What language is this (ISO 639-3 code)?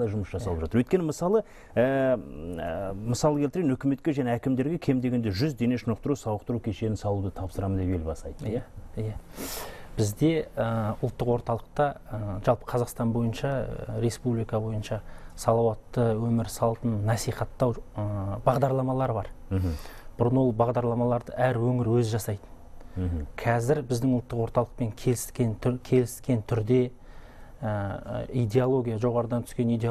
kaz